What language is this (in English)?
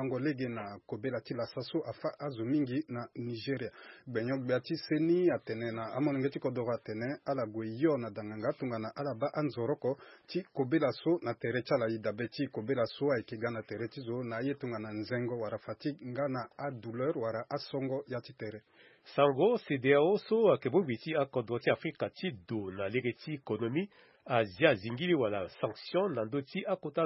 Sango